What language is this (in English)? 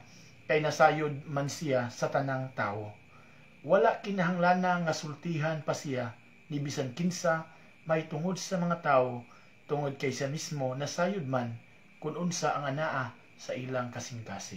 Cebuano